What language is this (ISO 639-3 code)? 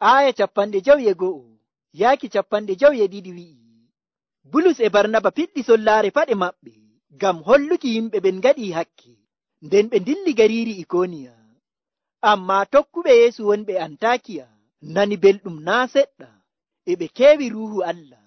fuv